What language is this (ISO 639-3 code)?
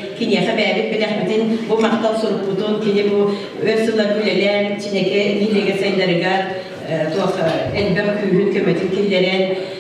sah